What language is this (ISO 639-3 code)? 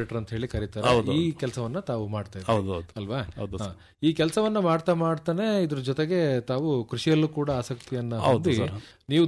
kan